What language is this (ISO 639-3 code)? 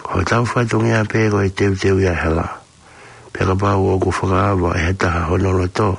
ton